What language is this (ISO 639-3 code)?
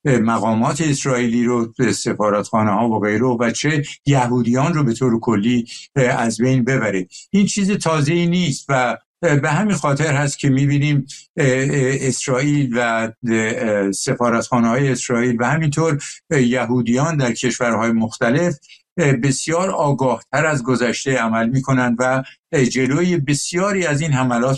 fas